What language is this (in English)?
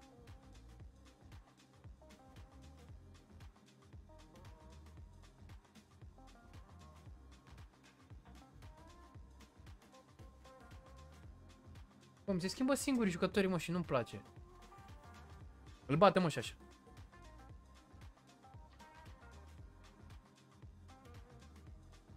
Romanian